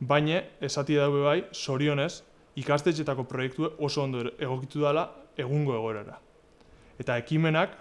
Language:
Basque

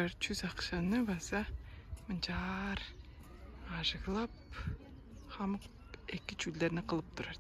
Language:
Tuvinian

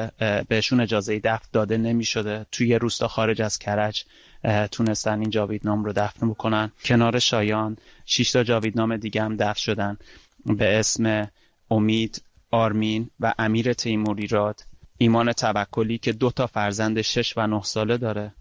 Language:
Persian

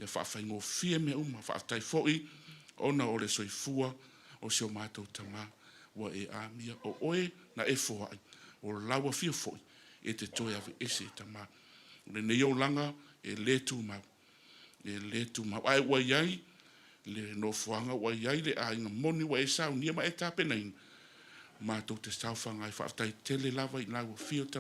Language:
Samoan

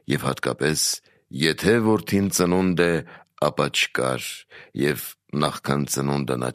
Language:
Armenian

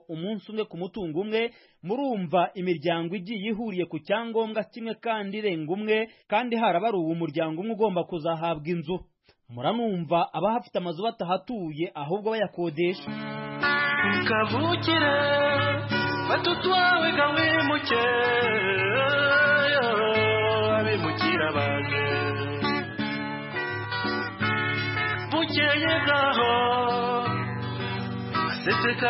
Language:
Kinyarwanda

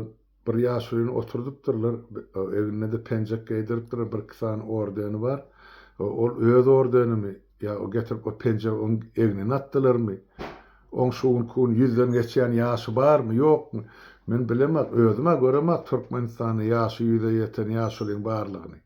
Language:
Turkmen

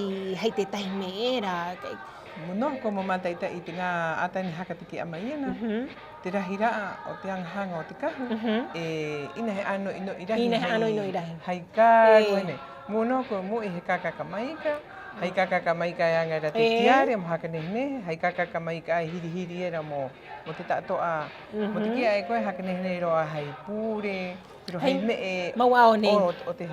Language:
Rapanui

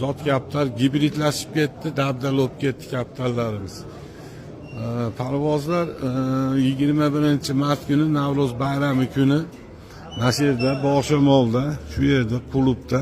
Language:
Uzbek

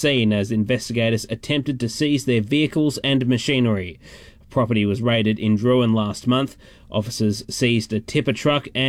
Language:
English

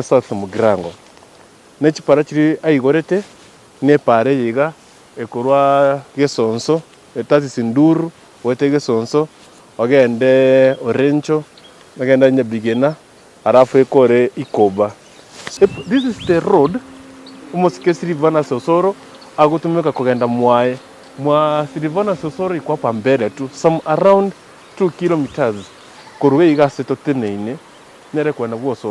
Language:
Gusii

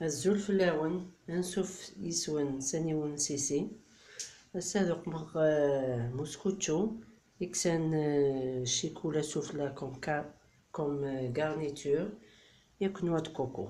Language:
Kabyle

